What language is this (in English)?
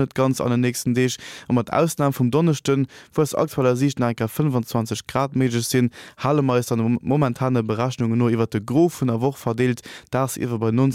Luxembourgish